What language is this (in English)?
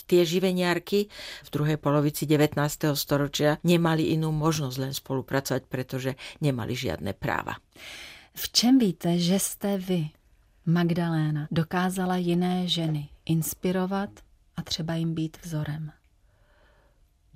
Slovak